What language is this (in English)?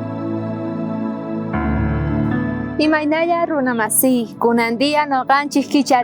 South Bolivian Quechua